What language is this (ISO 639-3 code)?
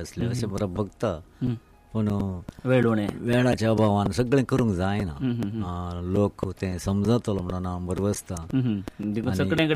kok